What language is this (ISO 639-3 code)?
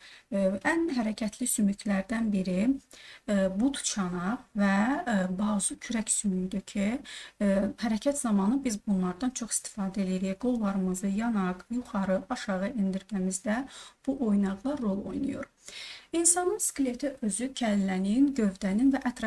aze